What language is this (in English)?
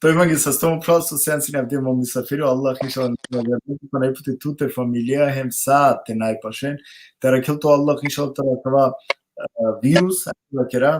Balkan Romani